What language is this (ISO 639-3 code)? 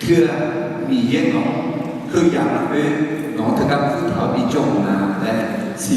ahk